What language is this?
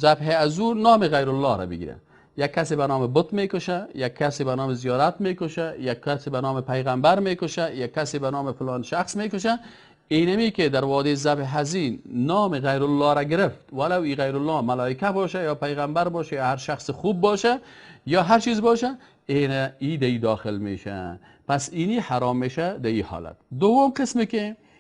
Persian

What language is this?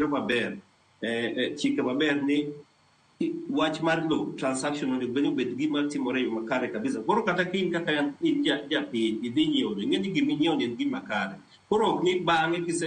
Luo (Kenya and Tanzania)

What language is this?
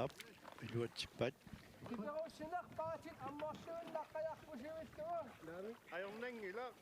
Kalaallisut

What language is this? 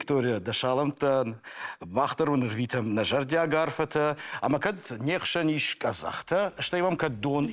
Ossetic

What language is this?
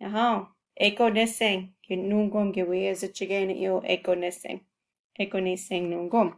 Chippewa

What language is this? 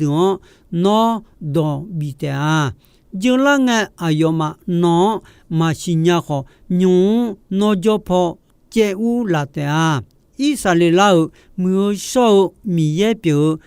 Akha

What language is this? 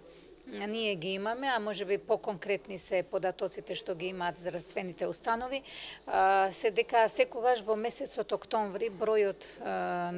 Macedonian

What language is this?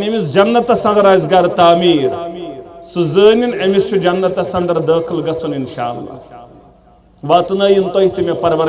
Kashmiri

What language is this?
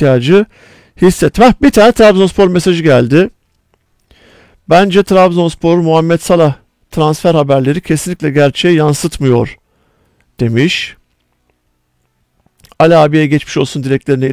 Turkish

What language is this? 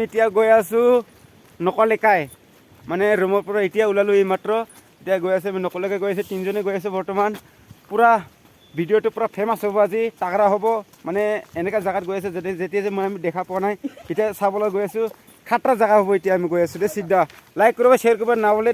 Assamese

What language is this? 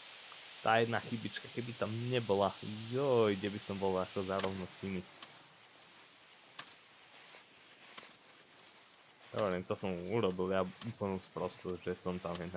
Slovak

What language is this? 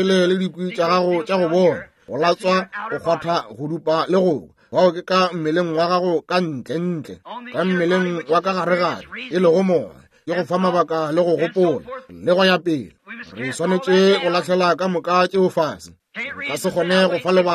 Northern Sotho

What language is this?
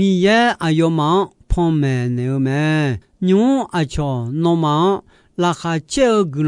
Akha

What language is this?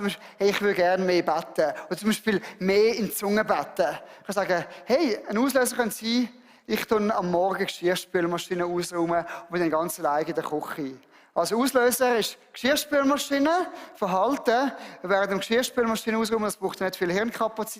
Swiss German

